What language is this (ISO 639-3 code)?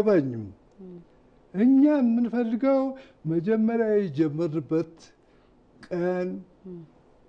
amh